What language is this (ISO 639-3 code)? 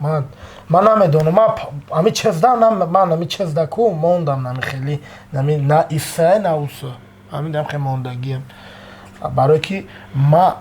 tgk